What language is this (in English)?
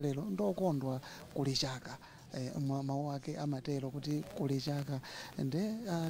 Nyanja